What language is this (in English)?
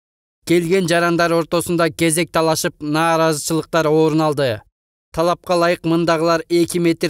Kyrgyz